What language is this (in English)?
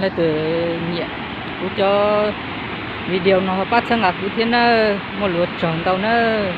Hmong